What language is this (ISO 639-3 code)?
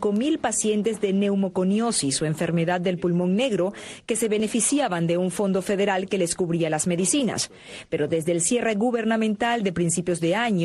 spa